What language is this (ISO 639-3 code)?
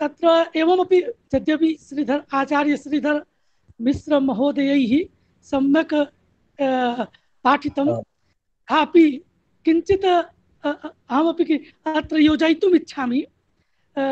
san